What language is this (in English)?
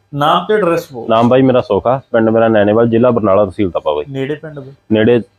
Punjabi